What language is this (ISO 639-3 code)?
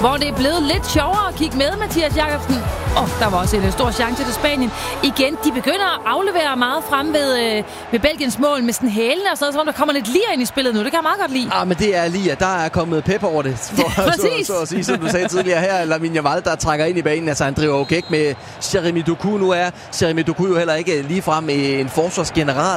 dan